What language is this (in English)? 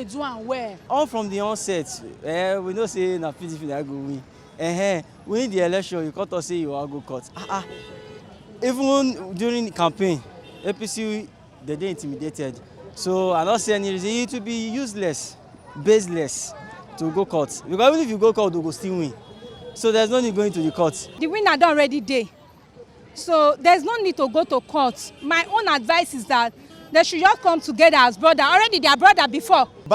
Nigerian Pidgin